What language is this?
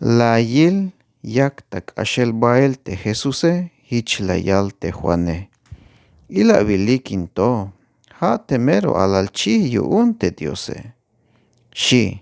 Tzeltal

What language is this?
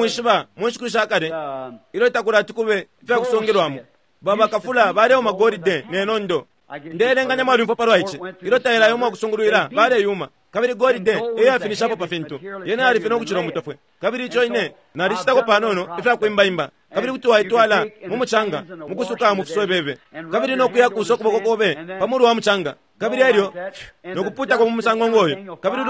Bemba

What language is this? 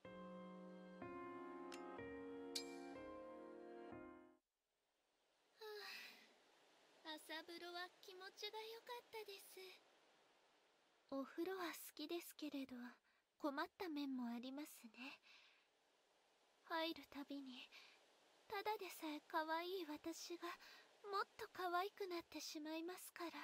Japanese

